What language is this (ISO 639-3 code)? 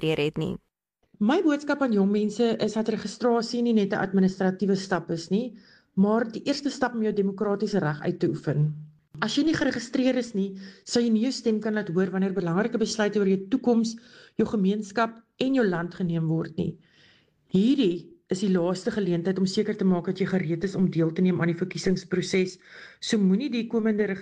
afr